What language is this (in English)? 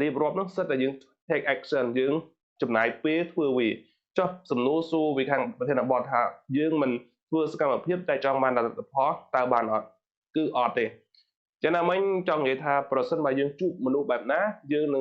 Khmer